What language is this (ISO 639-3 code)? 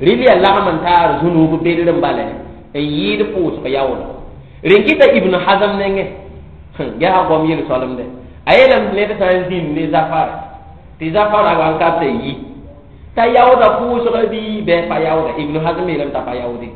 mos